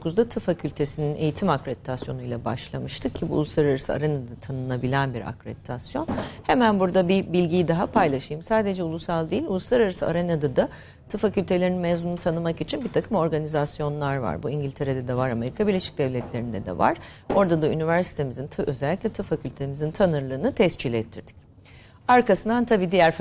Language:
Turkish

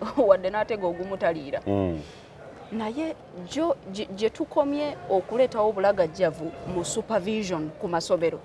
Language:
Ganda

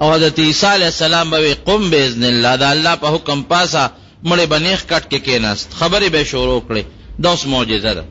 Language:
Pashto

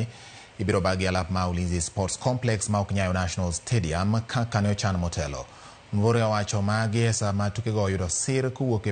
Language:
Luo (Kenya and Tanzania)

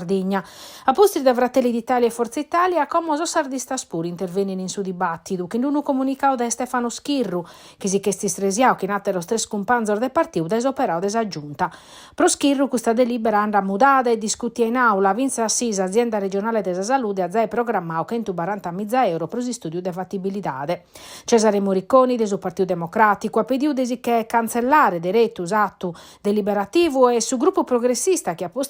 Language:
Sardinian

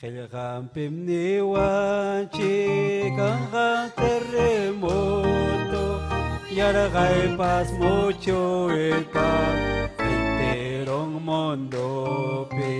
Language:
Ayacucho Quechua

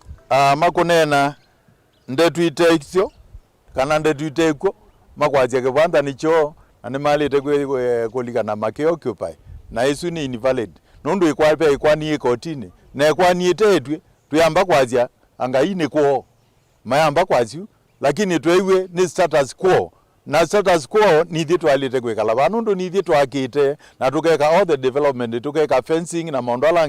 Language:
Kamba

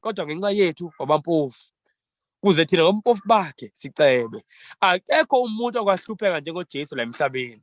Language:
Zulu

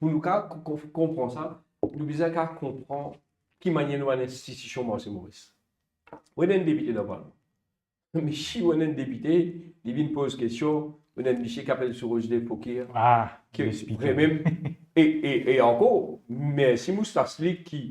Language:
Morisyen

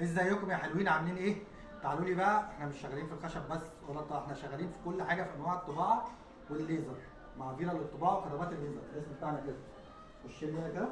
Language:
Egyptian Arabic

